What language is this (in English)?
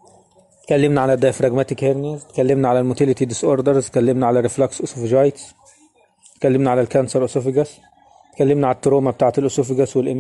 Egyptian Arabic